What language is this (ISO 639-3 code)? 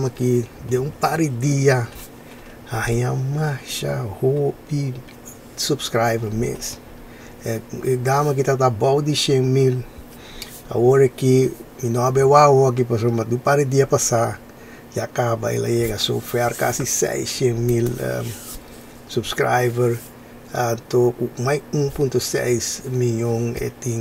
pap